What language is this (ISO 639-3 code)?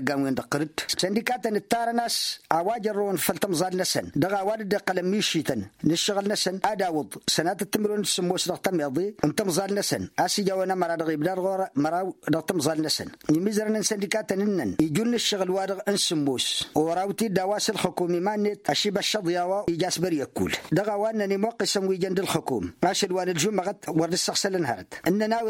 taq